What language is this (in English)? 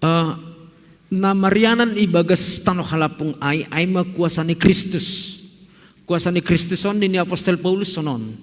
Batak Simalungun